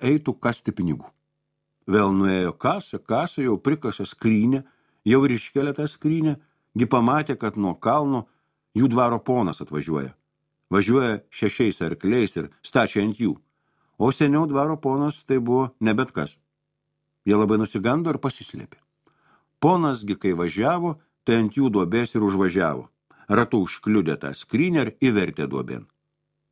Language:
Lithuanian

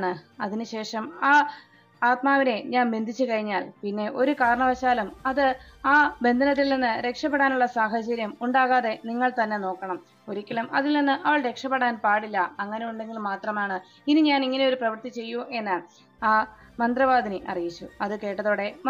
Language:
Malayalam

